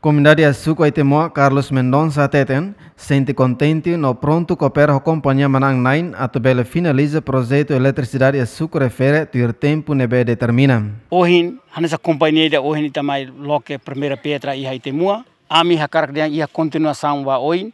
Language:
Tetum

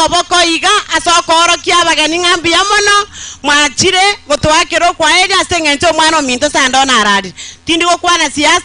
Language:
Gusii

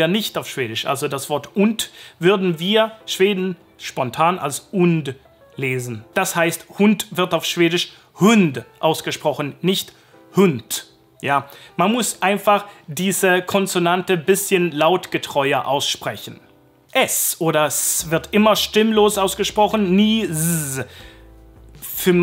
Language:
German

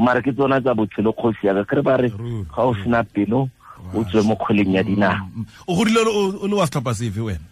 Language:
Tswana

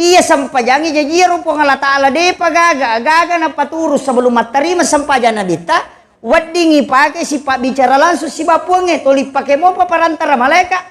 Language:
Buginese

